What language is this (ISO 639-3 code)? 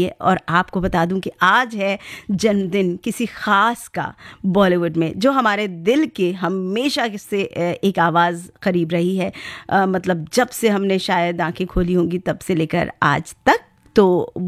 hin